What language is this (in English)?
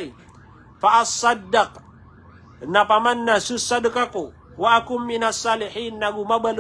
Maranao